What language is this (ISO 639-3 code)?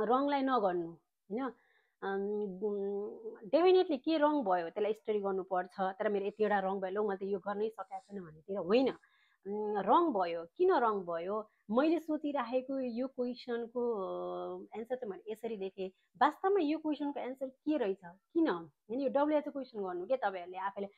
nep